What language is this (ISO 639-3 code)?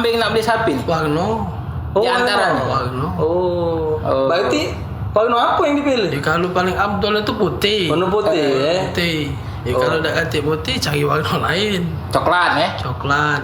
mui